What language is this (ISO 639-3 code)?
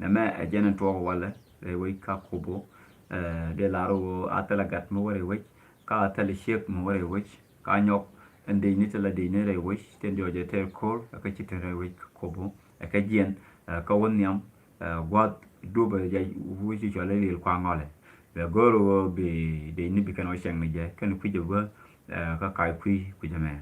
nus